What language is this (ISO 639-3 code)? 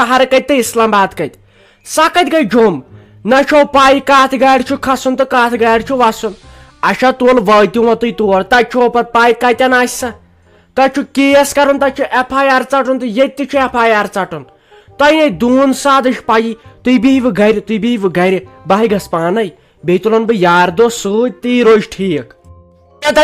kas